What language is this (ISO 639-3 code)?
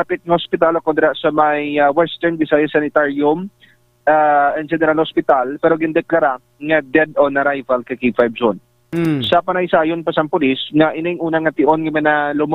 hil